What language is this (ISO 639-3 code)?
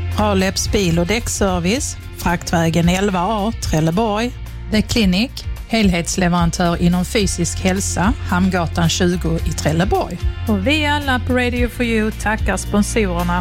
swe